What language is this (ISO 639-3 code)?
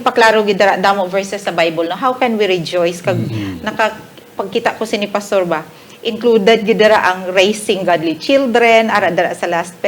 hil